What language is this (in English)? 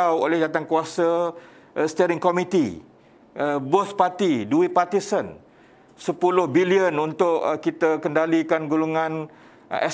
Malay